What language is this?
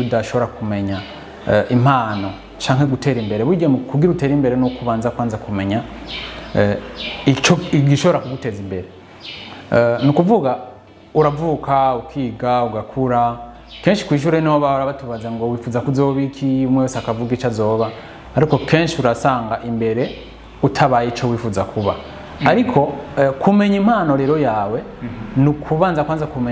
Rundi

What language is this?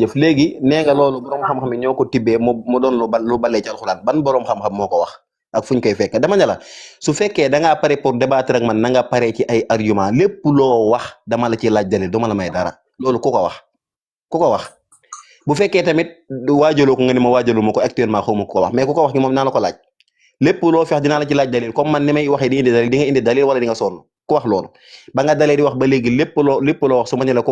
Wolof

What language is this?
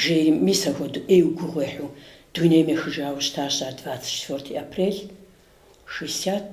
Kabardian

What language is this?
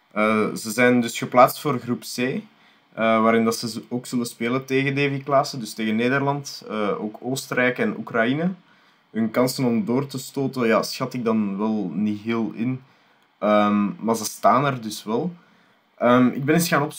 Dutch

